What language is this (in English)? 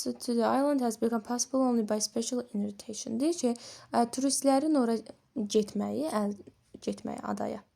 Azerbaijani